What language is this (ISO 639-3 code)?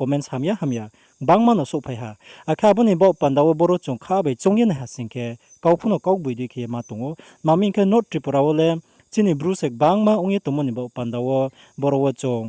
ria